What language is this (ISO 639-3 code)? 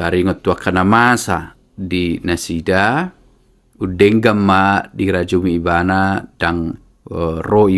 bbc